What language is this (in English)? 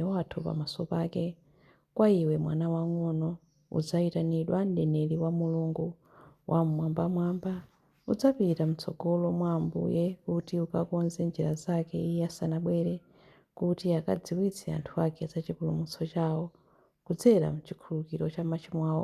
Nyanja